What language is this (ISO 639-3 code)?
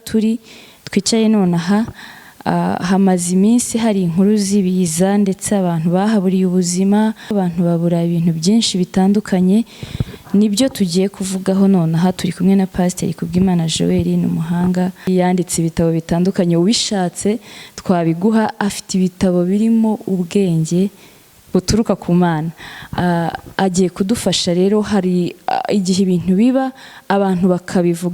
kin